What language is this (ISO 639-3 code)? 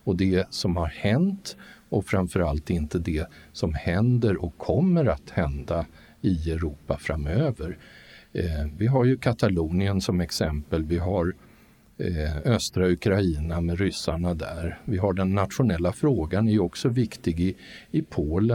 swe